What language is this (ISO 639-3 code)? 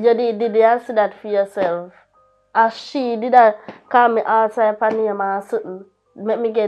jam